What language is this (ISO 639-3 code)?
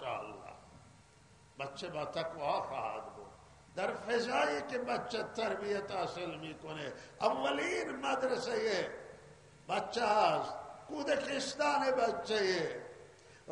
fas